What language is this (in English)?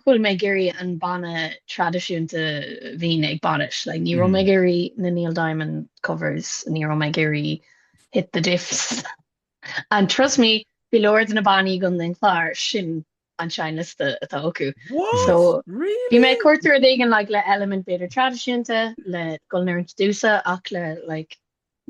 Irish